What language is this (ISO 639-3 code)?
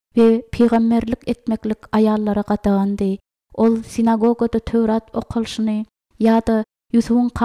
tuk